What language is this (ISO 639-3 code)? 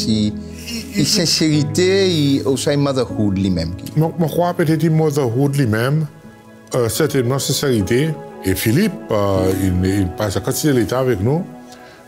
crs